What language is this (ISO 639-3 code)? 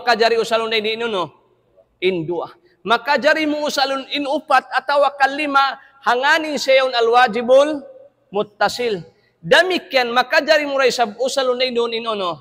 tsg